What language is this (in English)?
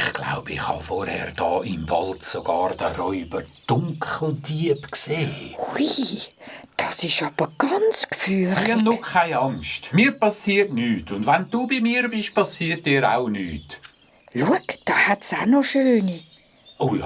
Swiss German